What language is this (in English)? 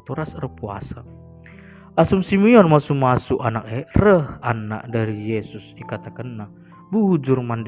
Batak Karo